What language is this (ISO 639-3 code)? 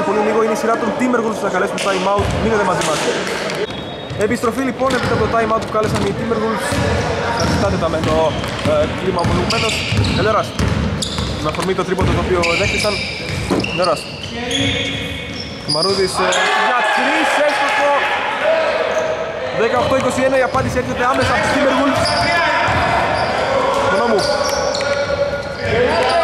ell